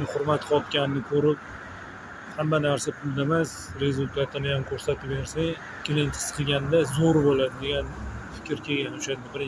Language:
Uzbek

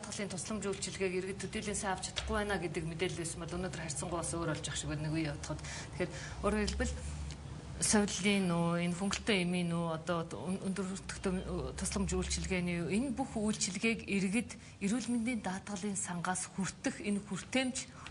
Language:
Mongolian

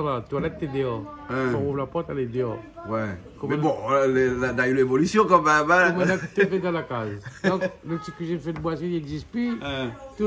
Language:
Réunion Creole French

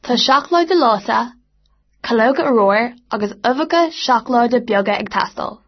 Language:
Irish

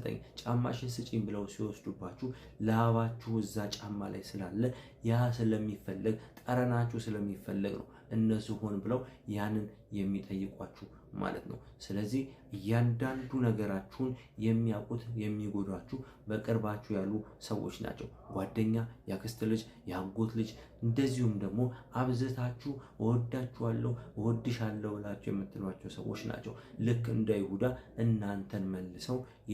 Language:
Amharic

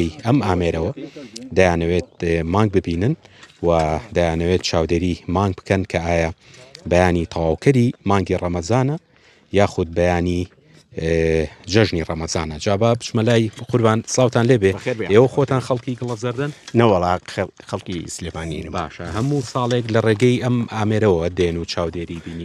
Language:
Central Kurdish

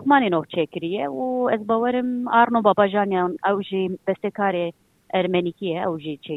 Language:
Kurdish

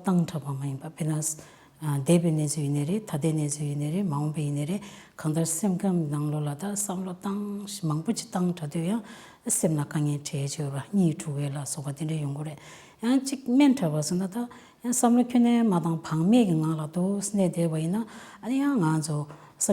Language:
Tibetan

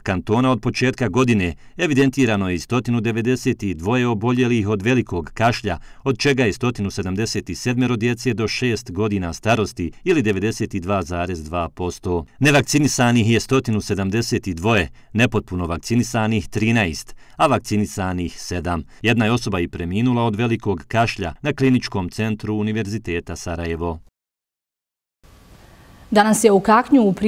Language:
Bosnian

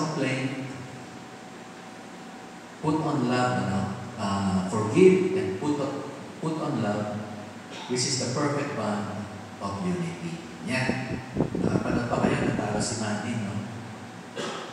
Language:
Filipino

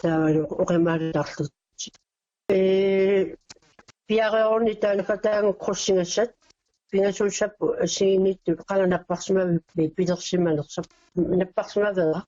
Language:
Kalaallisut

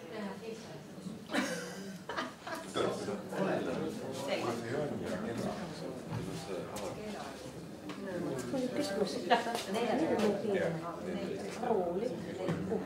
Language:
Estonian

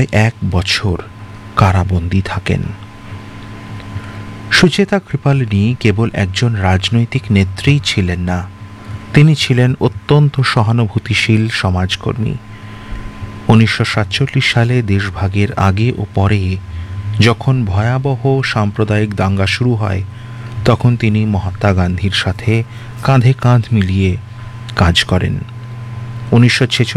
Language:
Bangla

